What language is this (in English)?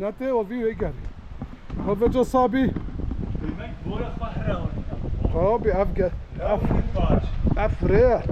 Kurdish